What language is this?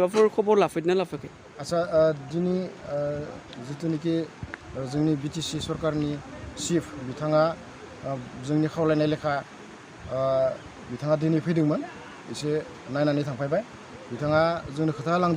Bodo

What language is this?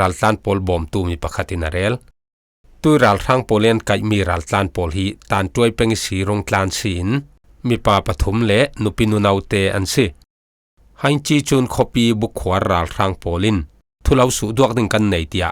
Falam Chin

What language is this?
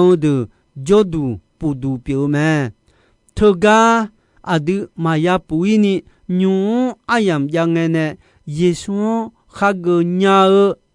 Akha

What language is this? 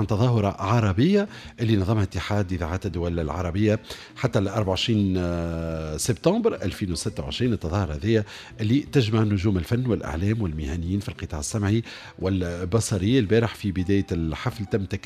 Tunisian Arabic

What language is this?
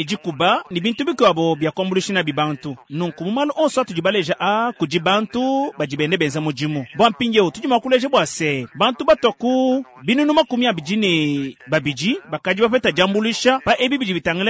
Luba-Lulua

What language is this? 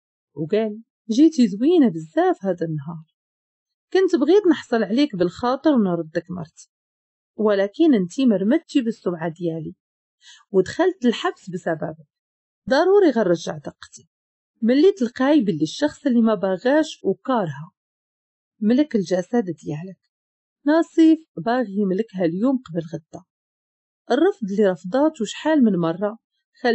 Moroccan Arabic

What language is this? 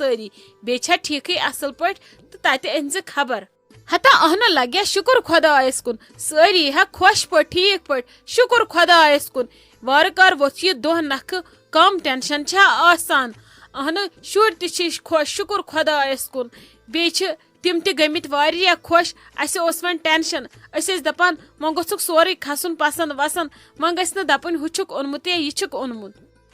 Kashmiri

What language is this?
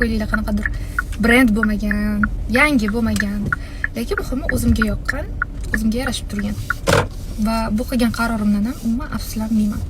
Uzbek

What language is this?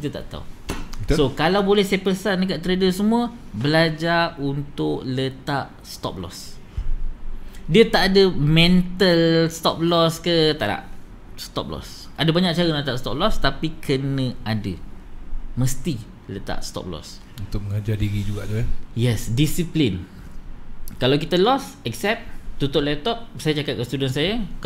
Malay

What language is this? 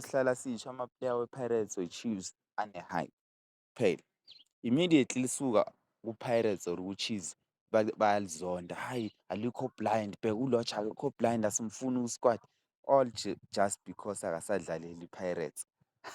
Zulu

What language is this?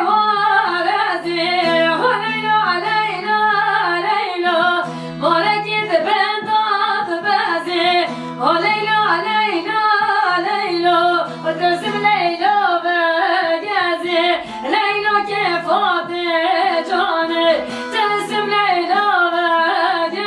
Kurdish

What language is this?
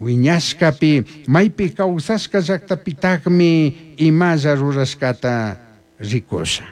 Chimborazo Highland Quichua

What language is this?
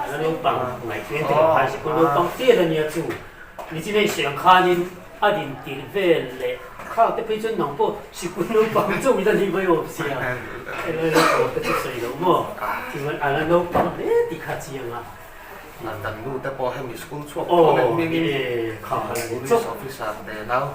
Mizo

